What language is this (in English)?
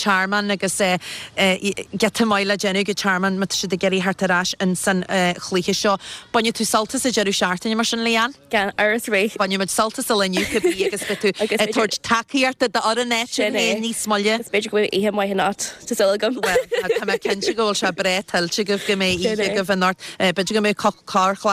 Irish